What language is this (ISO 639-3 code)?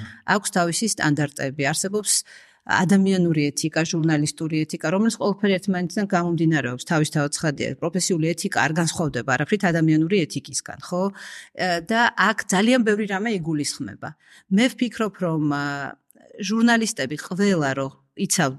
kat